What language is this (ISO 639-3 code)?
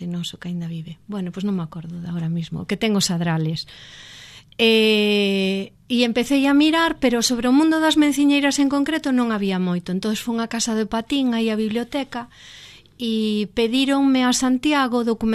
glg